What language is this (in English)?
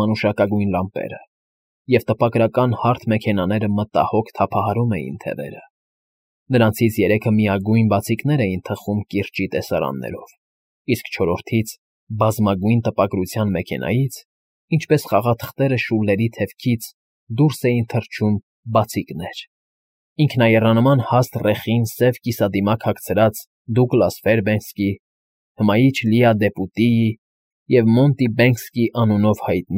Armenian